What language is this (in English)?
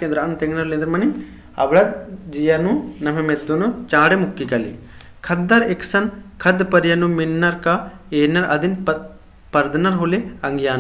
Kurukh